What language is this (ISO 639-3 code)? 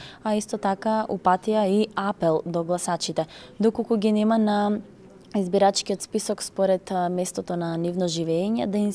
mkd